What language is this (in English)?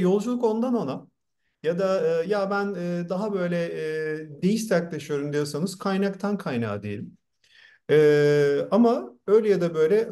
Turkish